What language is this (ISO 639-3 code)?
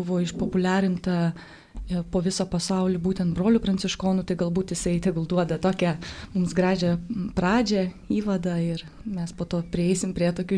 lit